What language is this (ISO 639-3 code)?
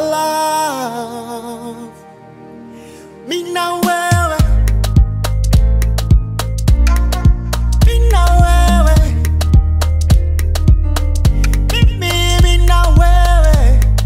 swa